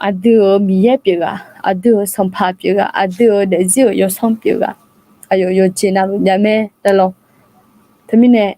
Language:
Akha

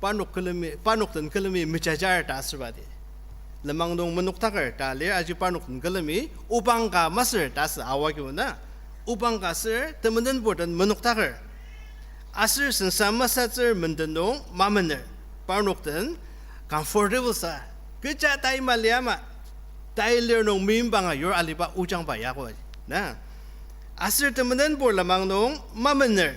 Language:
Ao Naga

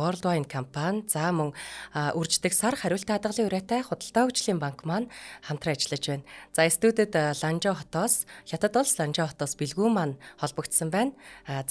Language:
Mongolian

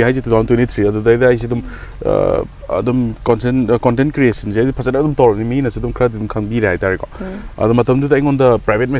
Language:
Manipuri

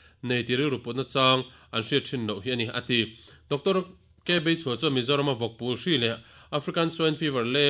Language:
Mizo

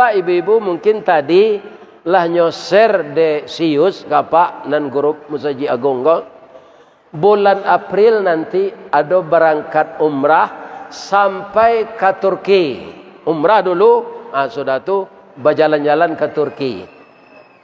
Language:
Minangkabau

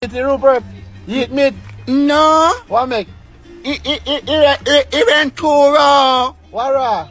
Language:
Jamaican Creole English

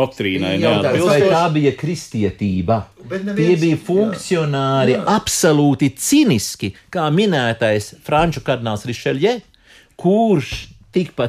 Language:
Latvian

